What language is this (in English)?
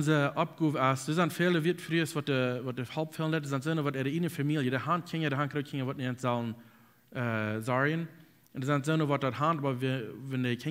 Plautdietsch